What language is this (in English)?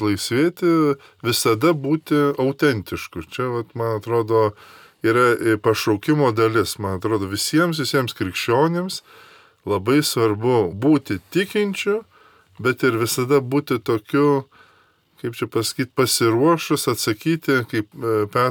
Lithuanian